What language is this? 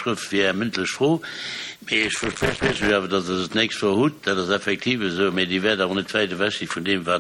Luxembourgish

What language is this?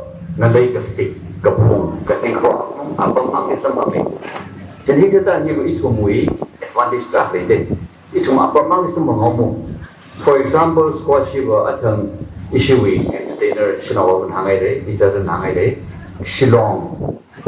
Tangkhul Naga (India)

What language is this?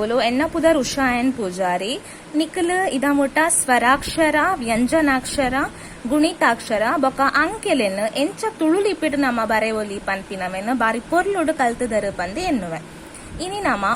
Tulu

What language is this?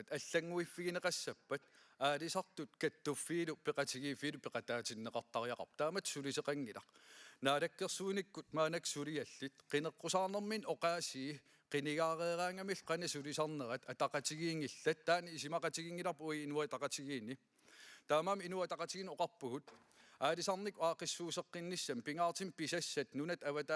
Kalaallisut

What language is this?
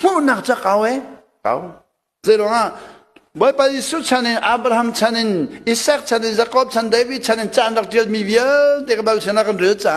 Hakha Chin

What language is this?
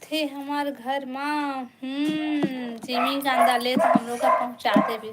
Chhattisgarhi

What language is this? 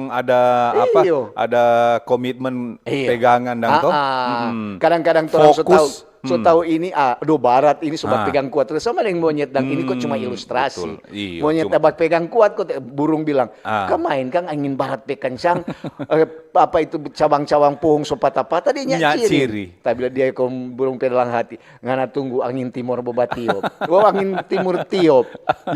Manado Malay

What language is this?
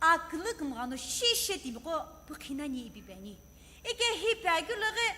Sumi Naga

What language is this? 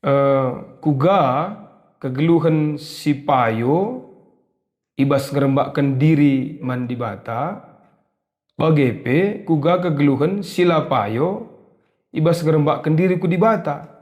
Batak Karo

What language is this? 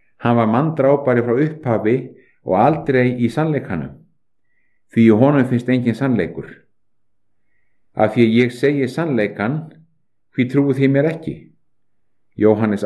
Icelandic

